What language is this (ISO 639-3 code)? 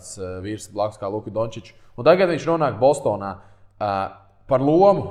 lav